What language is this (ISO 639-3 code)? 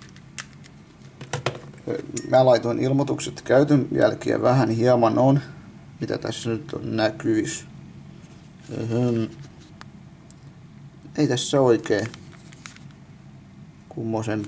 fin